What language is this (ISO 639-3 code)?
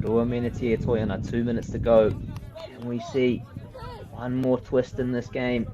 mri